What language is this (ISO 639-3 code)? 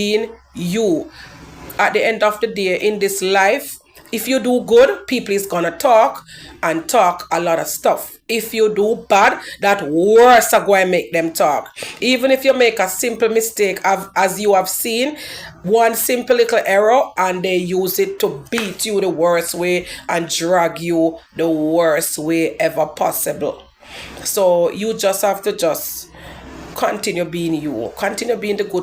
jam